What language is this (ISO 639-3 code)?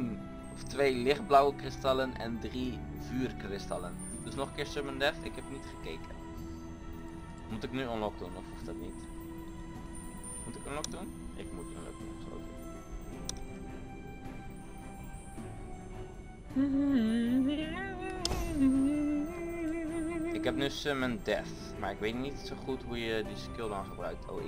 nld